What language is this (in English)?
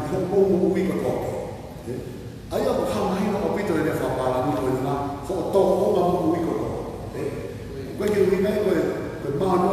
Tongan